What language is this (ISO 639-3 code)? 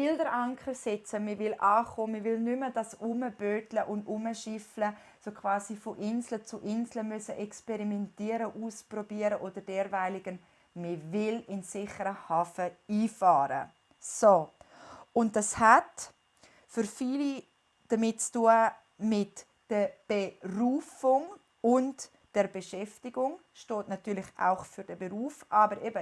gsw